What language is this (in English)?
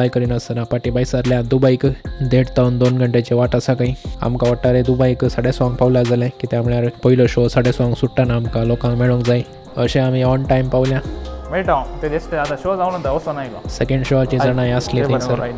Konkani